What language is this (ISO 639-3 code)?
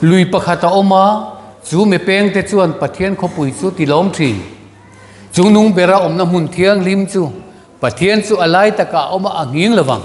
lus